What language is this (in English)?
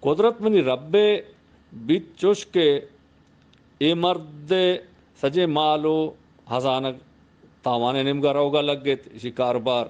Eastern Balochi